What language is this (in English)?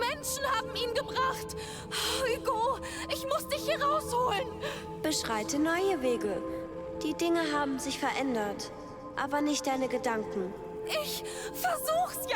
Bavarian